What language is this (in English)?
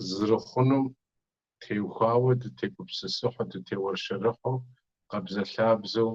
Kabardian